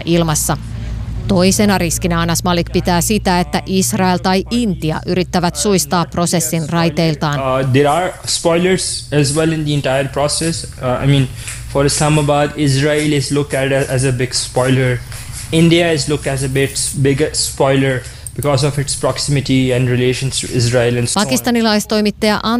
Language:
Finnish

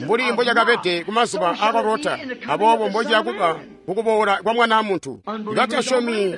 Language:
Tonga (Zambia)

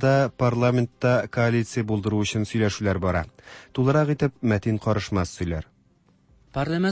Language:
Tatar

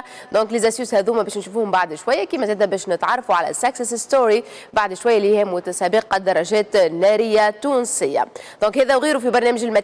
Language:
Tunisian Arabic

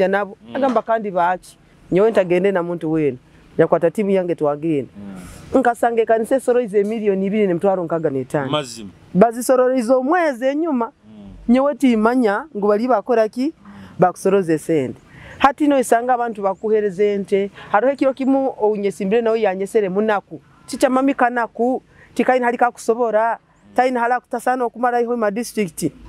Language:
Nyoro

